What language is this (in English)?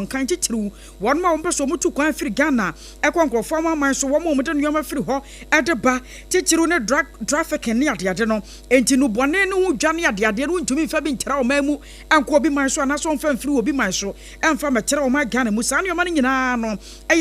Akan